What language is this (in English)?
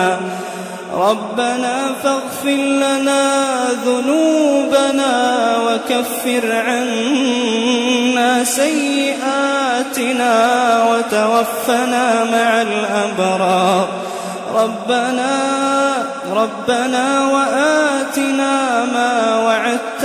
Arabic